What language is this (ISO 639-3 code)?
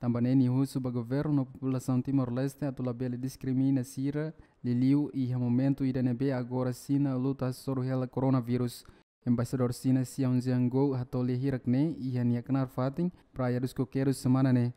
tet